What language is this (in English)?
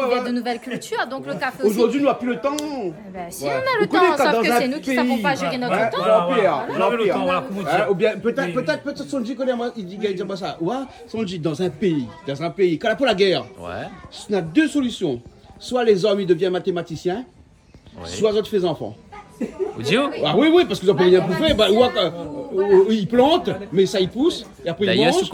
Réunion Creole French